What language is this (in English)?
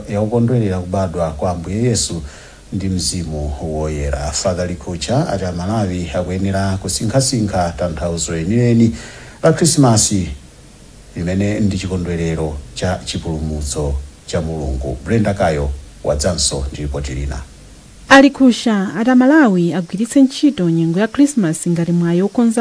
Nyanja